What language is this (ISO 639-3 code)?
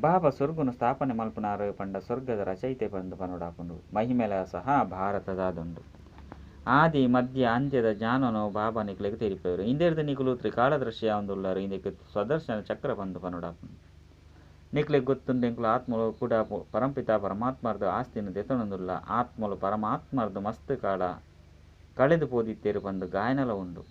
tcy